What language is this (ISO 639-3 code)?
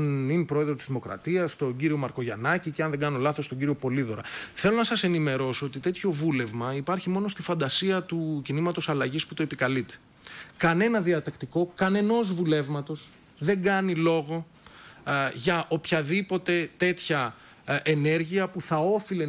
ell